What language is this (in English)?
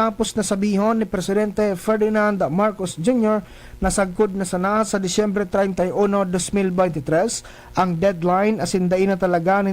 Bikol